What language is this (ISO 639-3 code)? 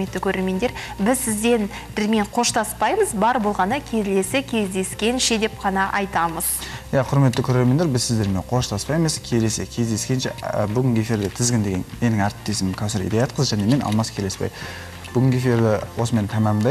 kaz